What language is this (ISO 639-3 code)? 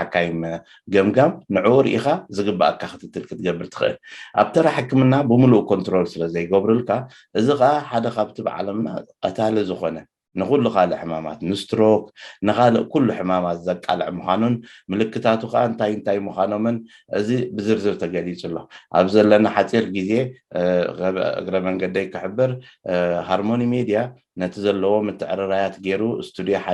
tir